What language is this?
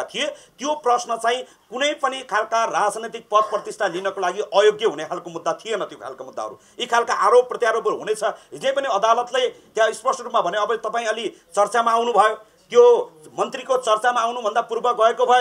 Nepali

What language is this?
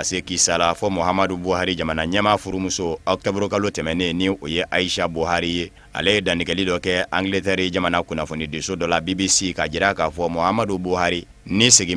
Bambara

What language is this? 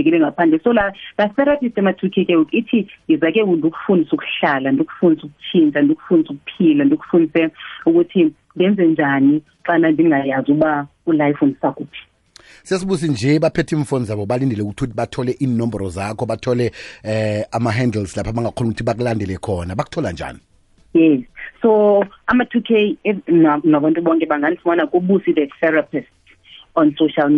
Xhosa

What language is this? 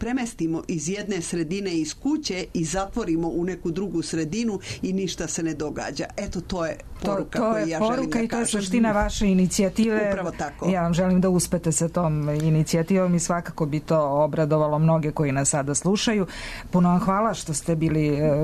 Serbian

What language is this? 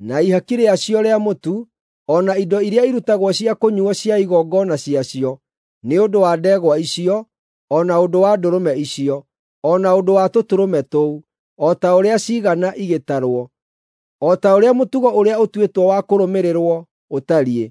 Kikuyu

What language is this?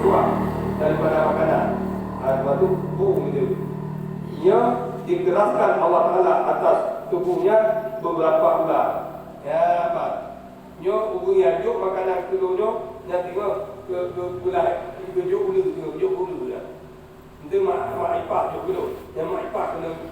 Achinese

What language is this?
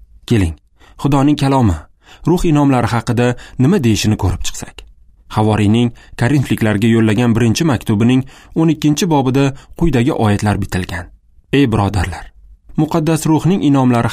Uzbek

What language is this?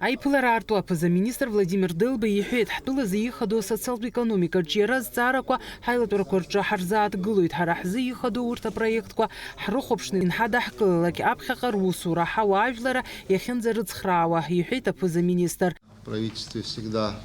Abkhazian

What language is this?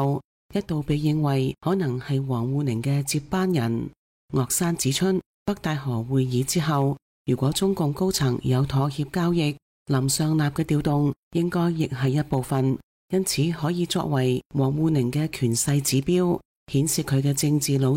Cantonese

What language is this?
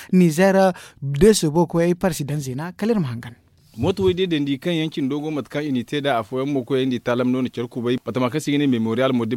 Zarma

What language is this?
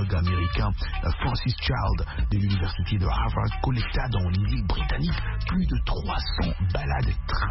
French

